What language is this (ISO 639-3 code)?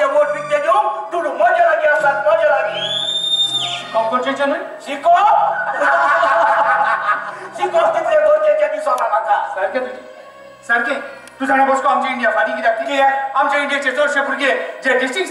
kok